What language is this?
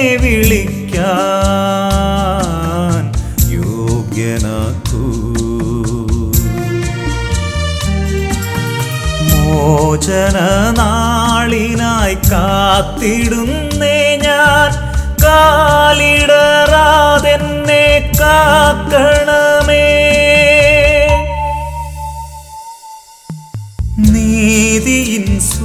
Malayalam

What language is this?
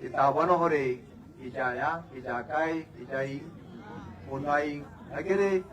Tswana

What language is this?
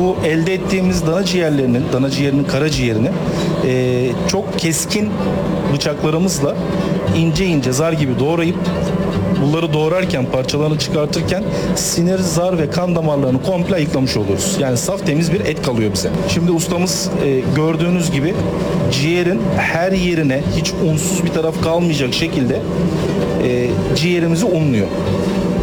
Turkish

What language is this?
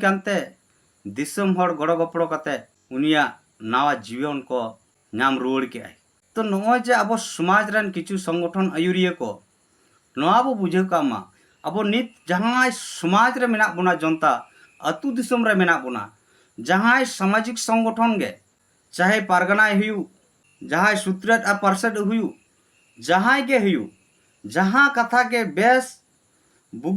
Santali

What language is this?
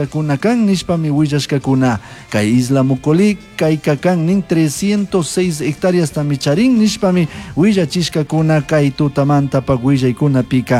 Chimborazo Highland Quichua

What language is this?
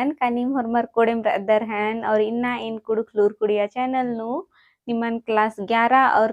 Kurukh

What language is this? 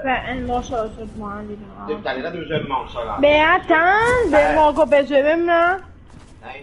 Morisyen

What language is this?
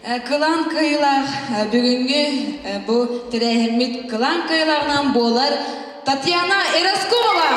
Yakut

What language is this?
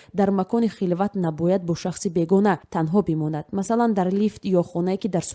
Tajik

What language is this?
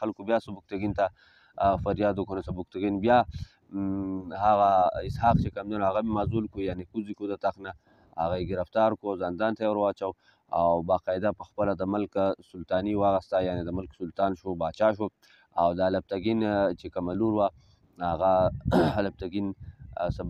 Pashto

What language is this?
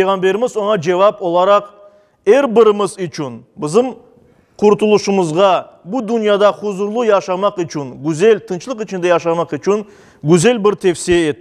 Crimean Tatar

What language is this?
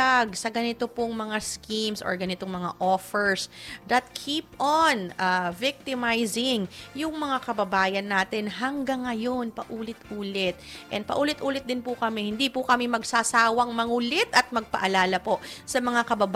Filipino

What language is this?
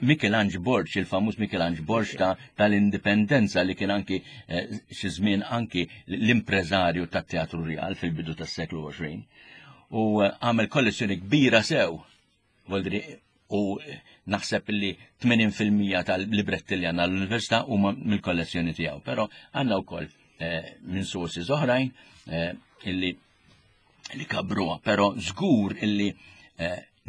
Maltese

